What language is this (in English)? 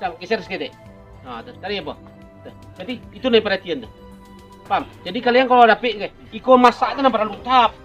Minangkabau